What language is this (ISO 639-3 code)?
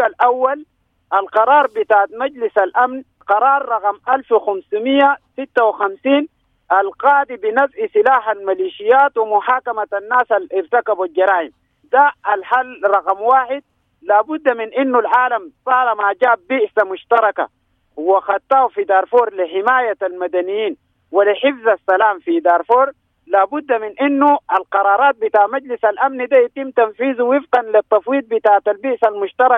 apd